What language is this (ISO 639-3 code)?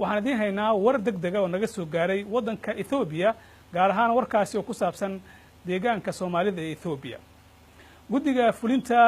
som